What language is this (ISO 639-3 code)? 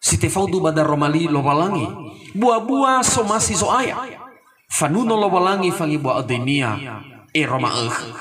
nia